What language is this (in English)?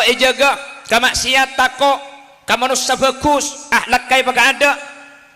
Madurese